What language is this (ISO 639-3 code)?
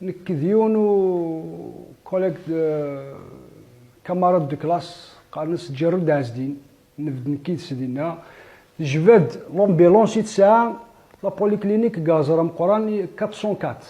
kab